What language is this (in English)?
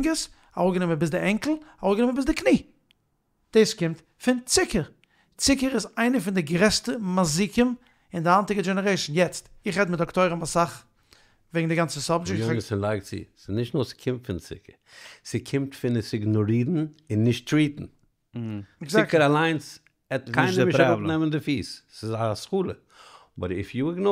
Yiddish